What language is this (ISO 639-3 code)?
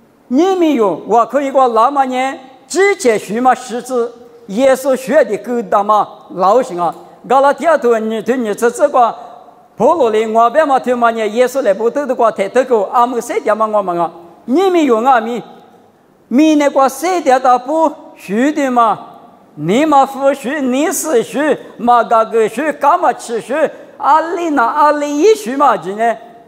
lis